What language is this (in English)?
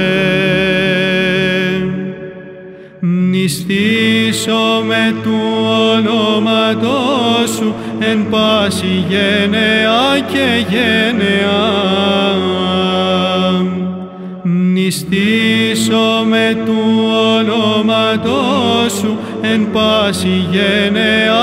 Greek